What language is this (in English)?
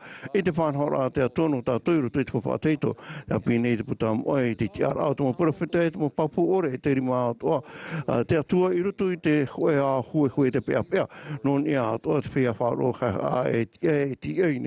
Tahitian